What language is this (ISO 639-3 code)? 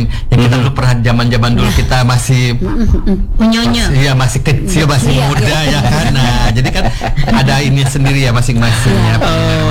ind